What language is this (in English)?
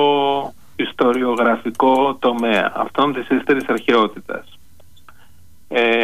Greek